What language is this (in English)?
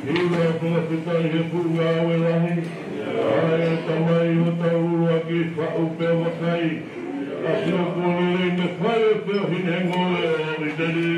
Tongan